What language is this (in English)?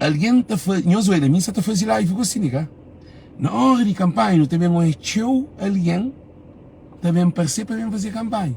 Kabuverdianu